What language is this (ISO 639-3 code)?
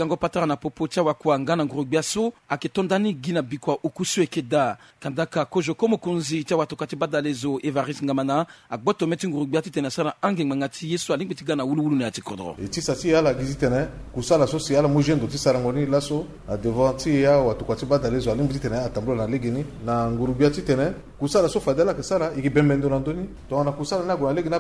sag